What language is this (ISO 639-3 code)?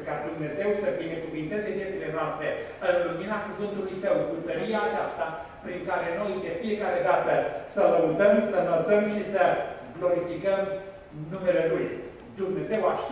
ron